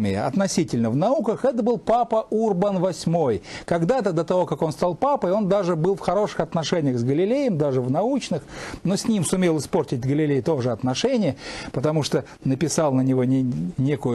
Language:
Russian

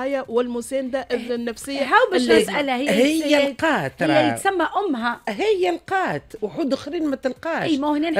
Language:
Tunisian Arabic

